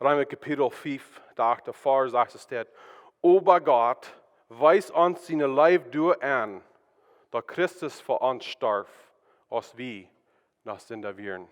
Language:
Plautdietsch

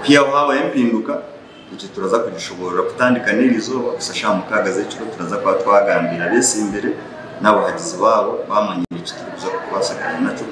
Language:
Nyankole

